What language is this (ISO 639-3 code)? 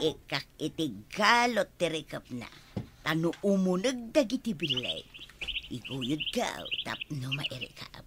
ilo